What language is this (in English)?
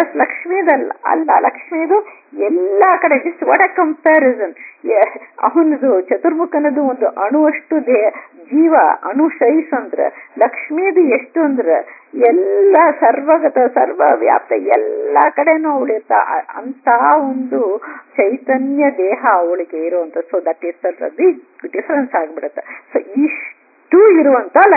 Kannada